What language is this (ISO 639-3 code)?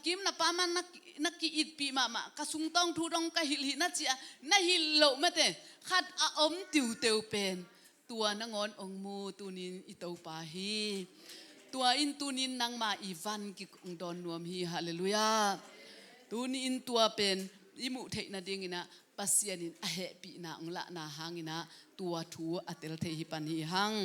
ctd